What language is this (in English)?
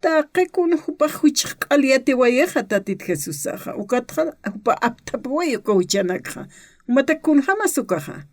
Aymara